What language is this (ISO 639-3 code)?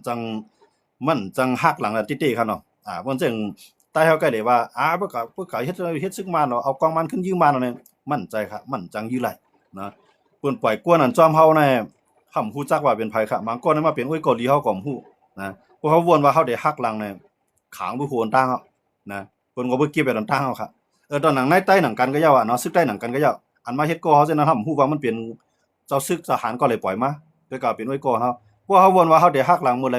shn